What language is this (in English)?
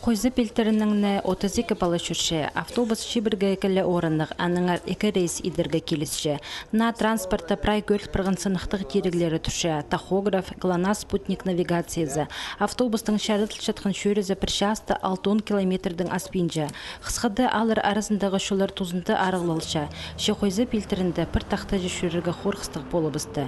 Khakas